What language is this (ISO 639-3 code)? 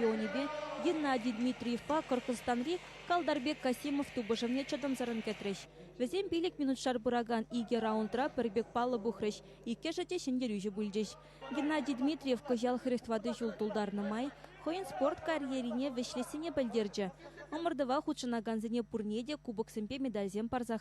chv